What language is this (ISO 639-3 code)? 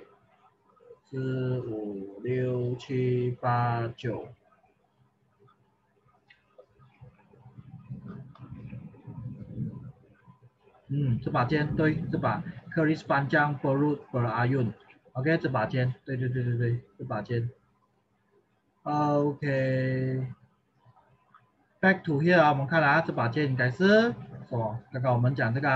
zho